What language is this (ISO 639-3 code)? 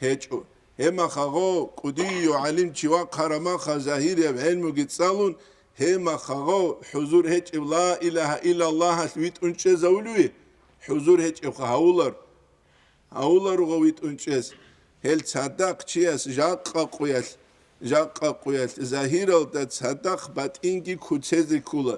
ava